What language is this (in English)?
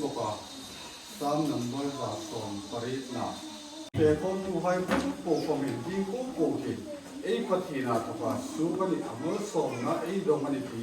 Hmar